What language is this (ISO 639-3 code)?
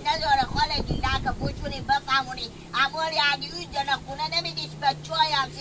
haz